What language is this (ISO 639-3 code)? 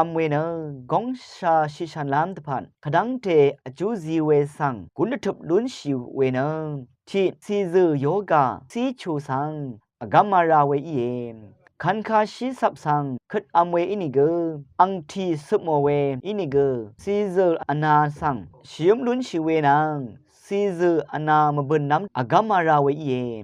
raw